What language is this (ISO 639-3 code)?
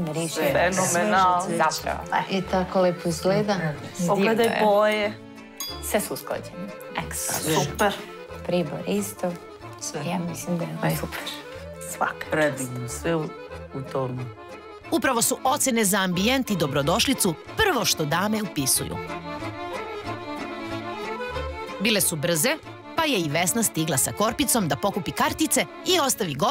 srp